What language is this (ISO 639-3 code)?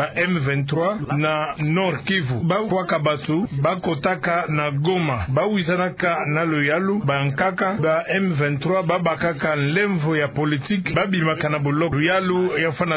ktu